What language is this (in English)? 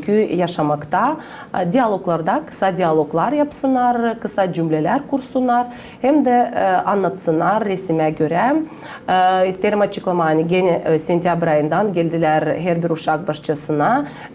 Gagauz